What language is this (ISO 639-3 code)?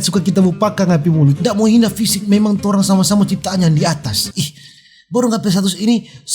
xmm